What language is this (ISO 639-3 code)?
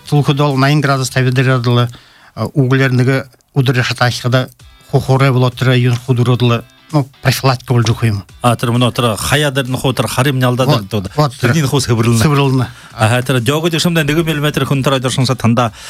bua